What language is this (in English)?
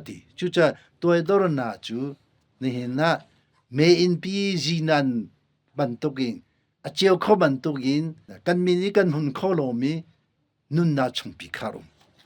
Hakha Chin